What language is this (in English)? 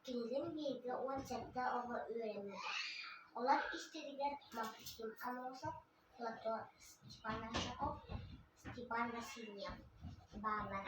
Yakut